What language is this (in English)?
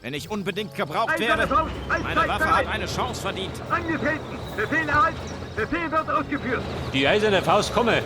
Bavarian